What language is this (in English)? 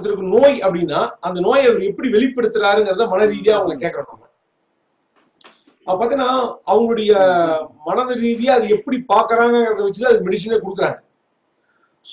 Tamil